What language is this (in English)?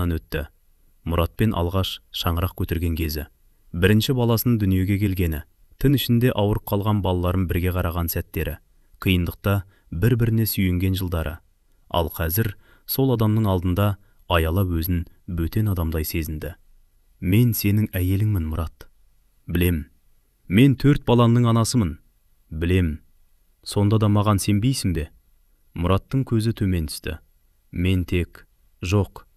Kazakh